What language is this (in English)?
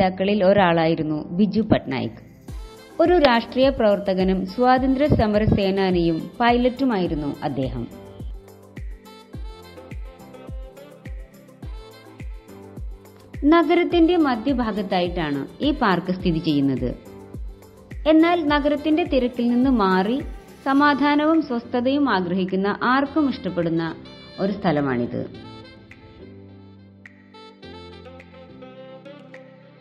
Malayalam